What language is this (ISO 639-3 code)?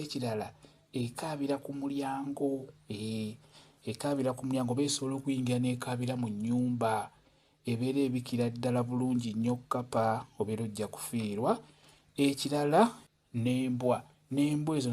lug